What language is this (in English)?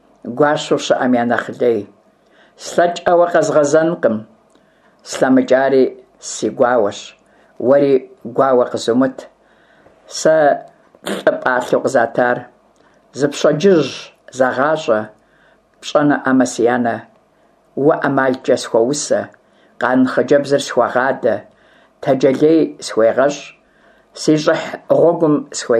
Kabardian